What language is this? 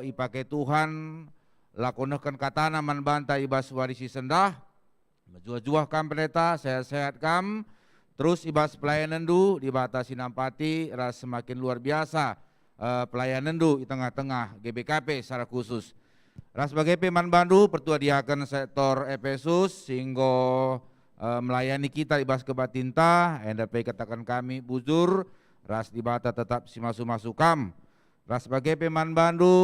Batak Karo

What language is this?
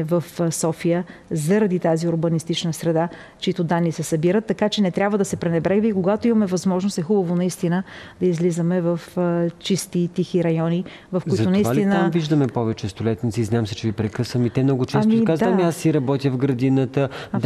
Bulgarian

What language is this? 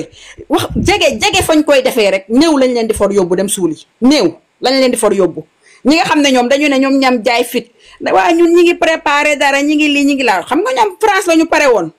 Wolof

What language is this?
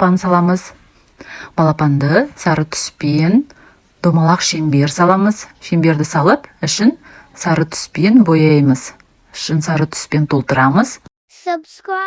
Kazakh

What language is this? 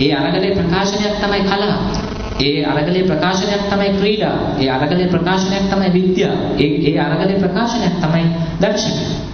Sinhala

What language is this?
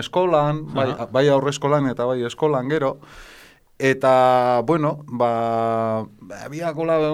Basque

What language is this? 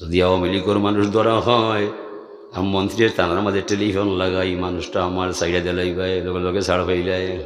Sylheti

